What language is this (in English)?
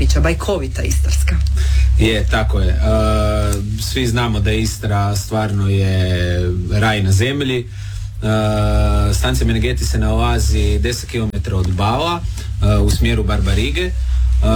Croatian